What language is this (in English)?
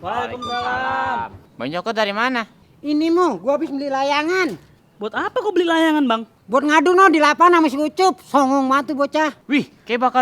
Betawi